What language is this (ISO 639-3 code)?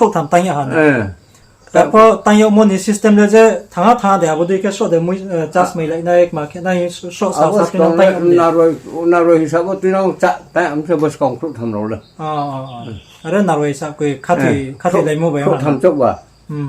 ria